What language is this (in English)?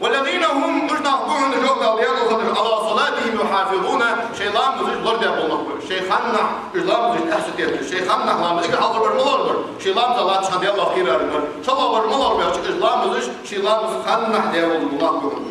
Ingush